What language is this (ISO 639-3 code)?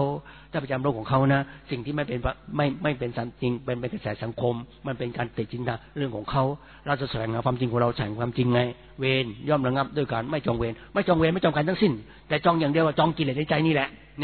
tha